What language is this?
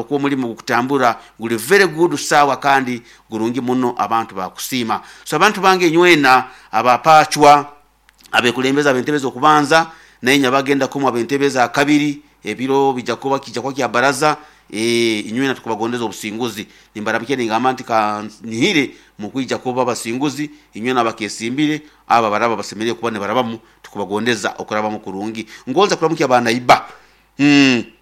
Nyankole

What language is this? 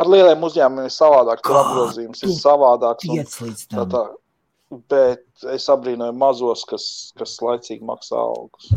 Latvian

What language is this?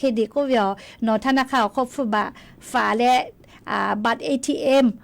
Lahu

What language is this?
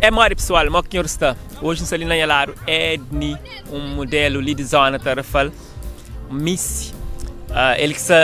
Kabuverdianu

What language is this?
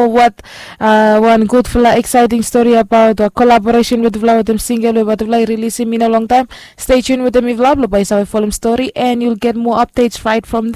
Bislama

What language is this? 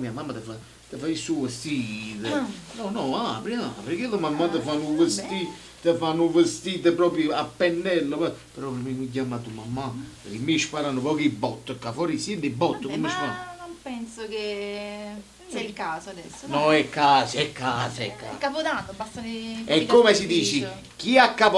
Neapolitan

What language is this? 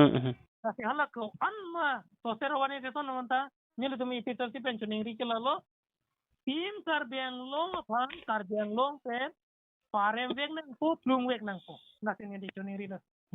Karbi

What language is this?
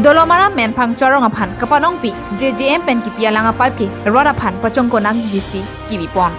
Karbi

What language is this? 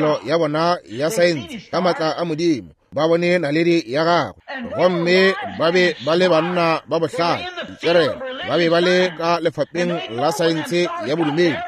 Northern Sotho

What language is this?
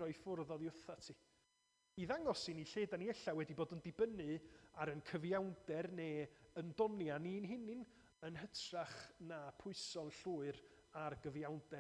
Welsh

